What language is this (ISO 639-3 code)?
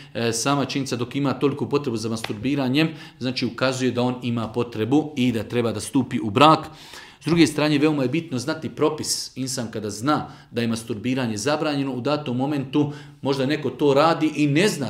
bos